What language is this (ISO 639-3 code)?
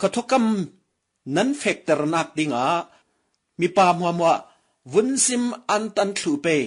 cfm